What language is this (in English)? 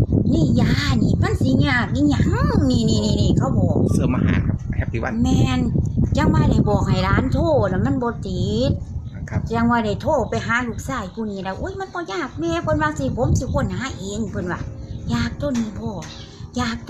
Northeastern Thai